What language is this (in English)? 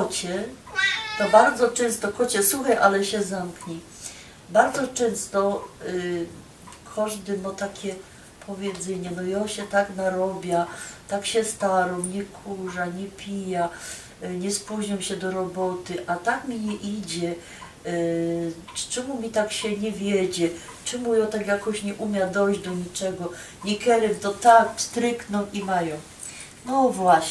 Silesian